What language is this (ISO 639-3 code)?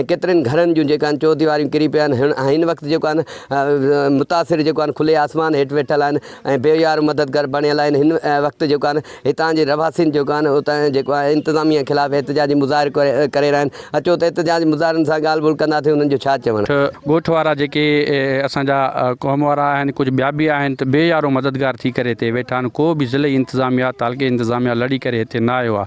snd